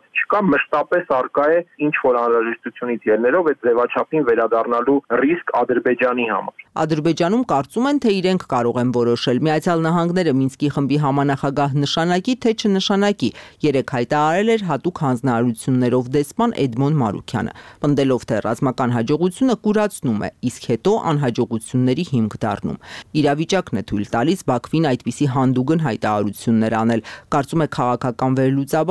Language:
Armenian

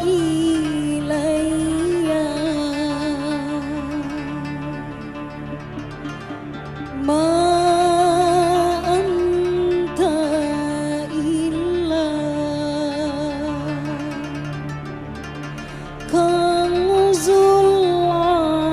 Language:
Indonesian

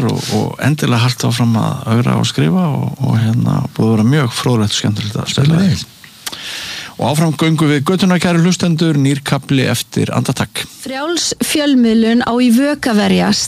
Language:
Icelandic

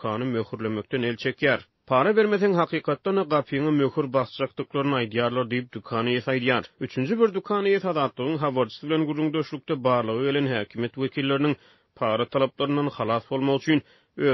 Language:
Turkmen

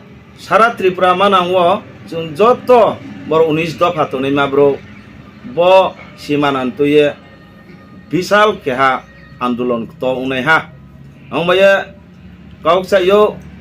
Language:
Riang (India)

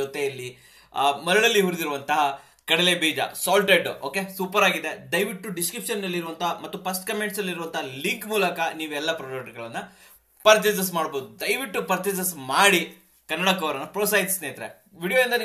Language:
Kannada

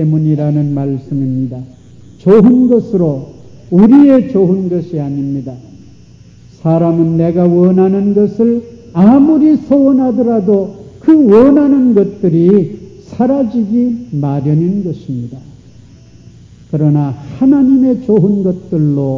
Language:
Korean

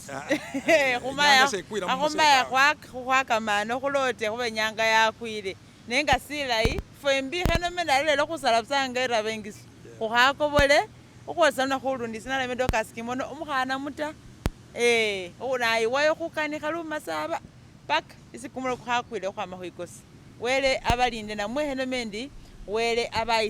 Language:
Masaaba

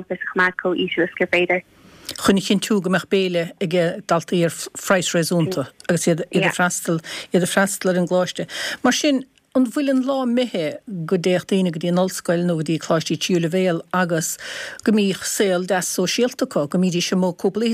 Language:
Irish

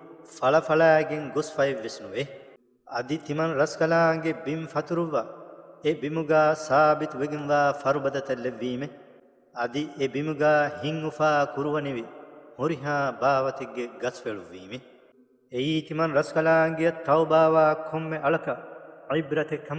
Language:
Divehi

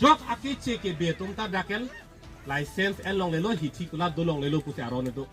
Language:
Karbi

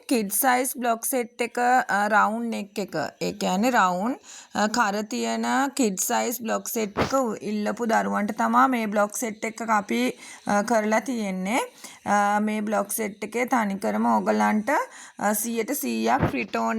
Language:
Sinhala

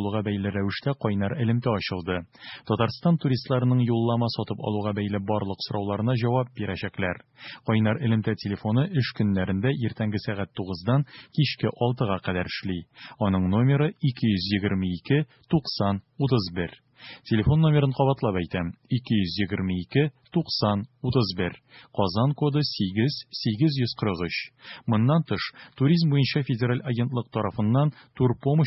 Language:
Tatar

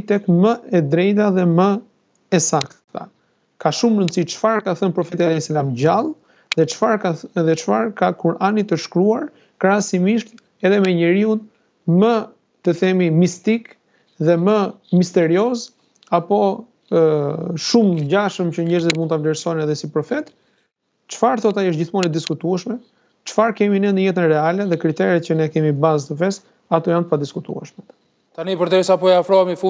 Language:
Albanian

